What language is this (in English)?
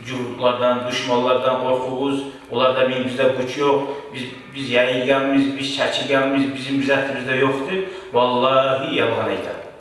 Kumyk